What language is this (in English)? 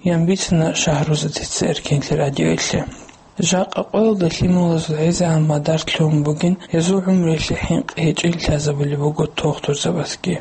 Avaric